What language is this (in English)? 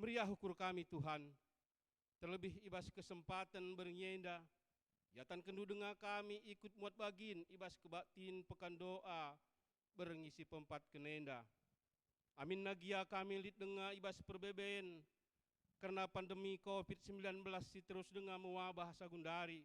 Batak Karo